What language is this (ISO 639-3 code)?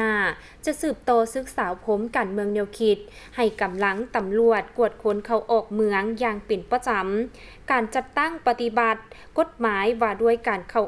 lao